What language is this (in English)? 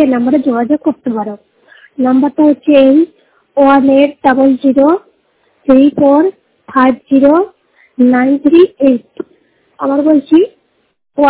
Bangla